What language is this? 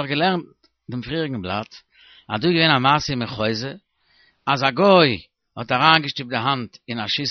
Yiddish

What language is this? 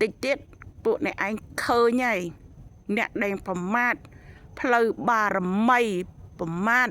Khmer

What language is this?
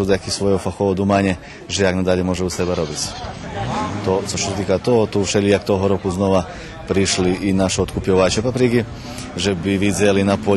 Rusyn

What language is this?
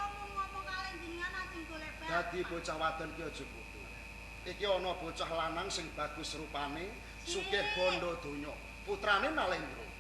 Javanese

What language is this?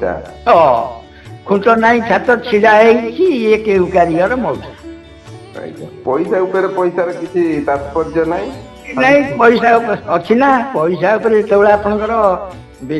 Odia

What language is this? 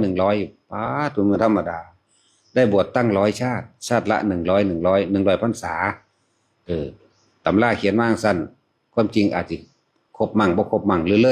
Northeastern Thai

